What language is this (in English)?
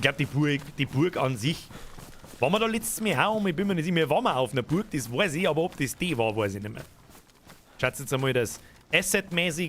Bavarian